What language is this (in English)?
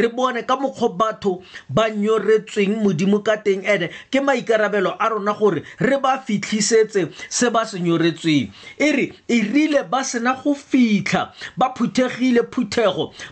Tswana